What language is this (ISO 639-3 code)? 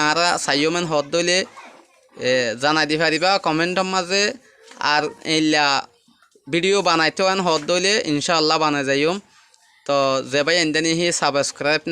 rhg